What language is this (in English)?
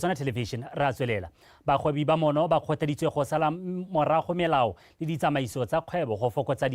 Tswana